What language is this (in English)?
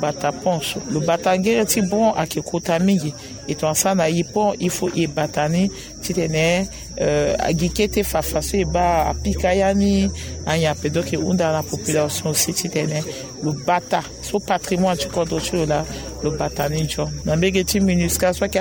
Sango